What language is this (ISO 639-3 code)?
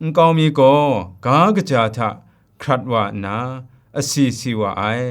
kac